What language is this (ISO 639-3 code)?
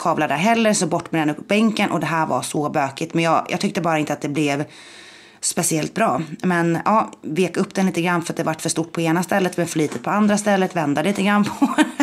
swe